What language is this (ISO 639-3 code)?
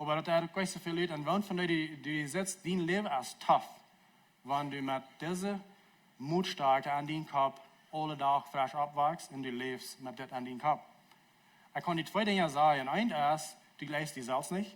pdt